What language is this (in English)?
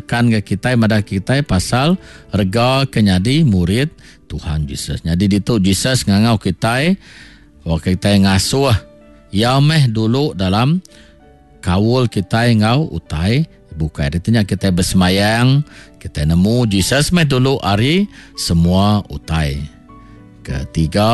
Iban